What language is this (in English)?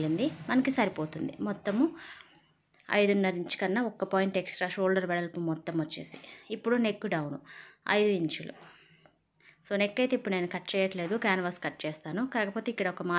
Telugu